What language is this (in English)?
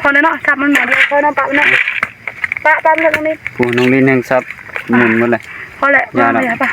Northeastern Thai